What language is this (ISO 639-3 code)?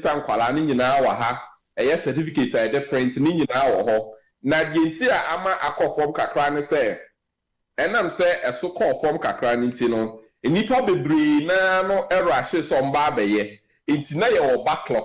aka